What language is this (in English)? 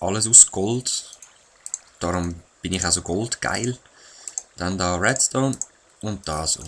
Swiss German